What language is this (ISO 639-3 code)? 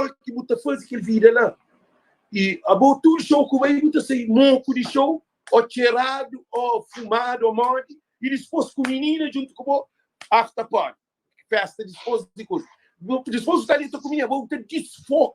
kea